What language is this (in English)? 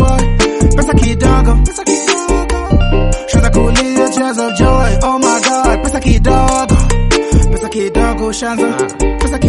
Swahili